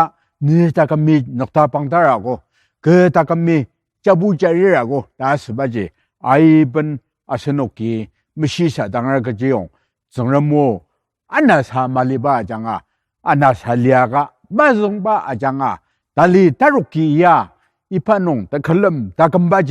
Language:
Ao Naga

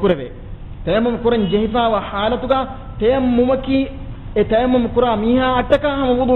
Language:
Divehi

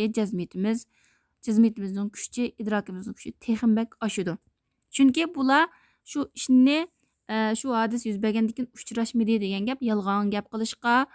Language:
Uyghur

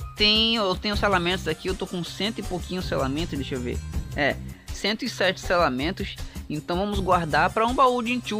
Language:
Portuguese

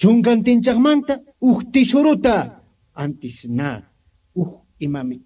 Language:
Quechua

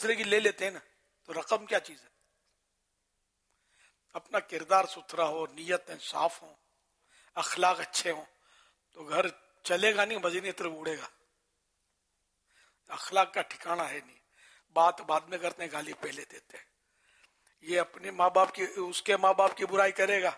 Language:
Urdu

